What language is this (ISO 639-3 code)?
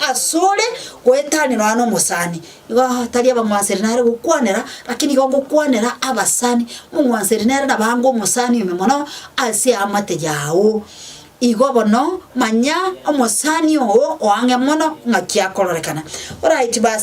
guz